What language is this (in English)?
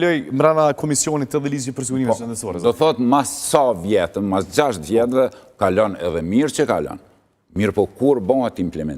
Albanian